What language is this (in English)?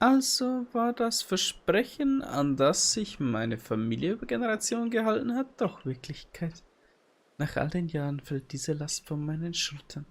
Bavarian